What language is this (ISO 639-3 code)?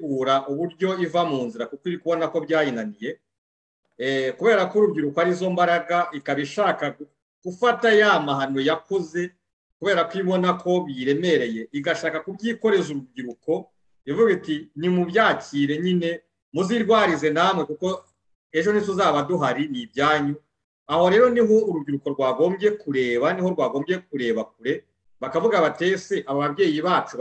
kin